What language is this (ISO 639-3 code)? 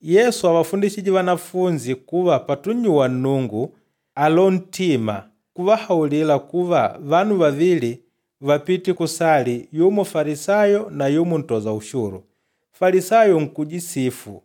kde